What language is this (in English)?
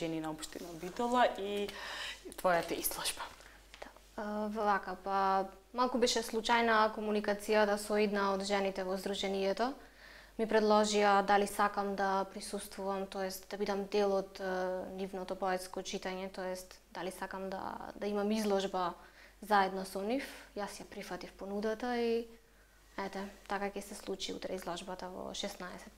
Macedonian